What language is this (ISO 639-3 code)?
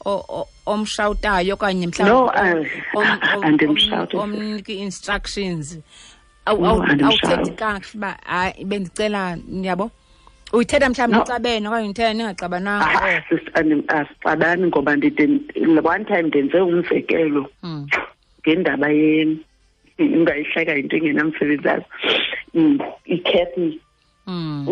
xho